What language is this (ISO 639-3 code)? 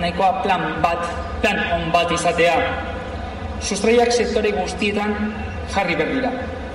eus